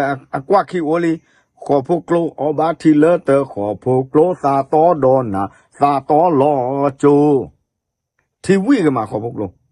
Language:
S'gaw Karen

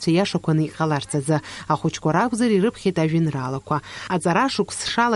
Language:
Abkhazian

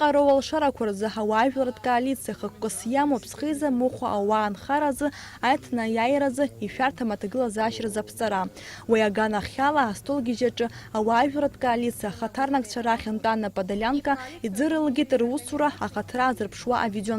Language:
Abkhazian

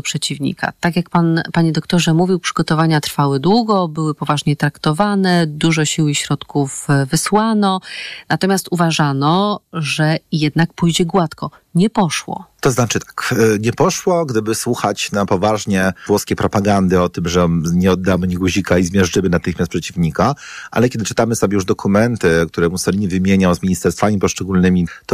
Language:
Polish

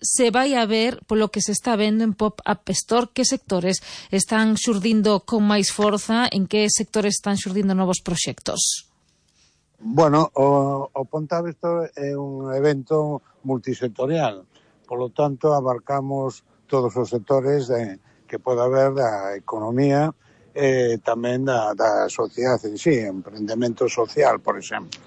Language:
Galician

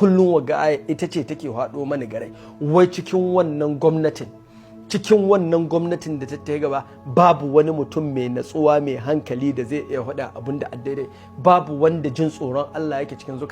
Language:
Hausa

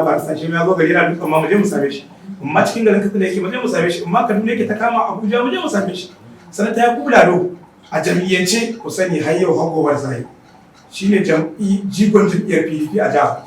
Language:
Hausa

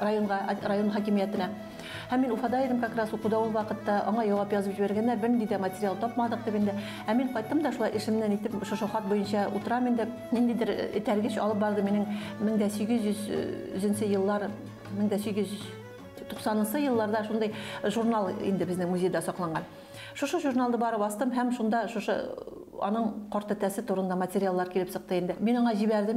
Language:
Bashkir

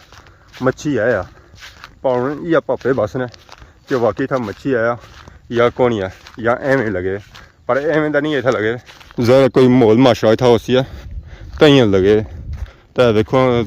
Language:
Pahari-Potwari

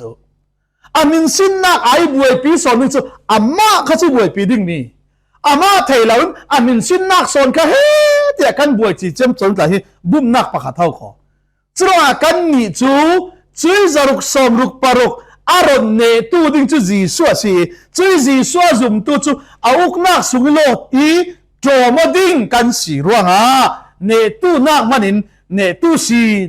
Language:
Falam Chin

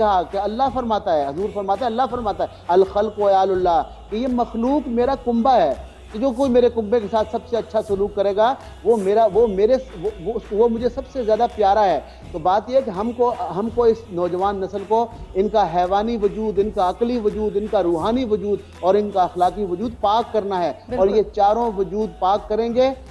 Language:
Urdu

